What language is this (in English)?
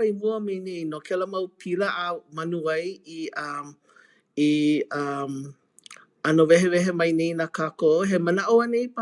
Hawaiian